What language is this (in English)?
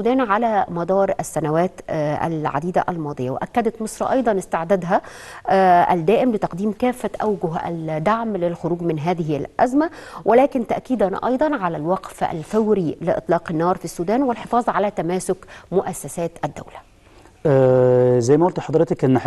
Egyptian Arabic